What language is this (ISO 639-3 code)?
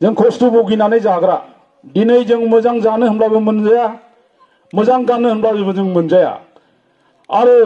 brx